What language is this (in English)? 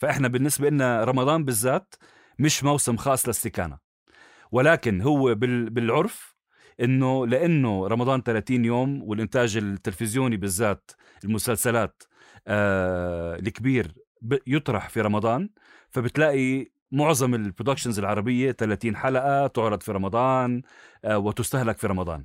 North Levantine Arabic